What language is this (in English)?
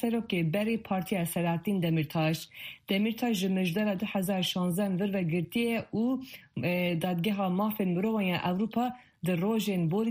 Kurdish